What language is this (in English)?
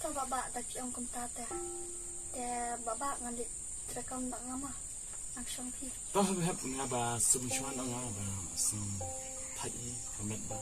Khasi